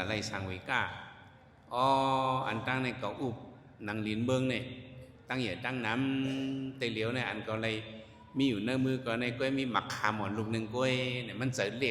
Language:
Shan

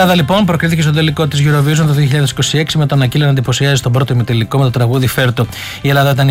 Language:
Greek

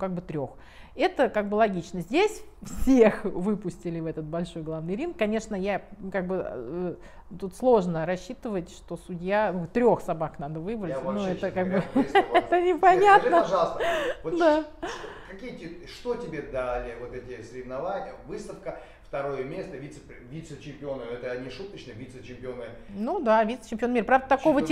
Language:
Russian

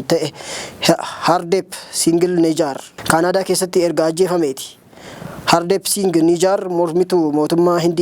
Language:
Oromo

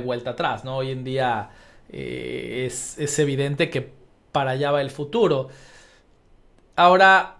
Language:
Spanish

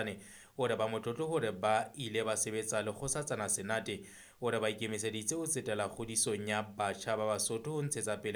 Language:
Southern Sotho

